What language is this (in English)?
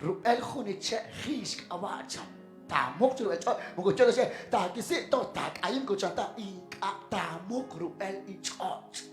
Kekchí